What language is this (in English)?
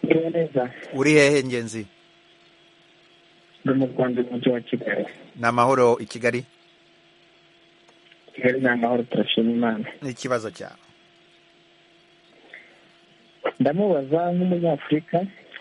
Kinyarwanda